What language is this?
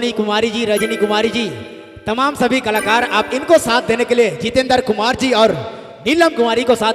Sadri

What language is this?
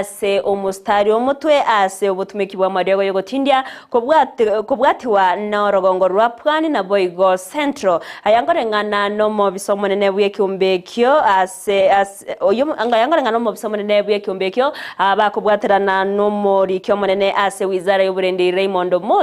Gusii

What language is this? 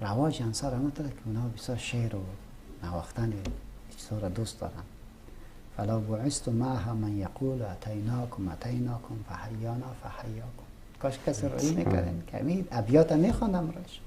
Persian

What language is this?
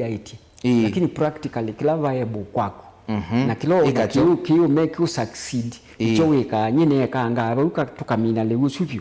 Kamba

